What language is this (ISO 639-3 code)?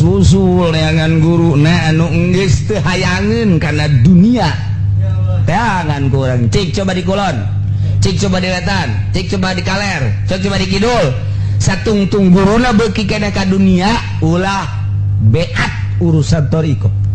sun